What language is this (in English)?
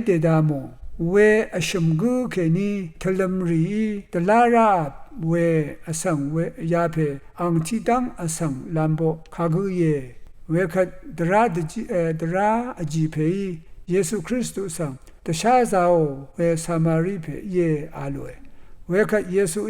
Rawang